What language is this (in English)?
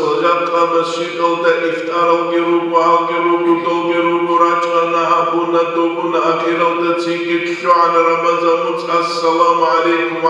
Avaric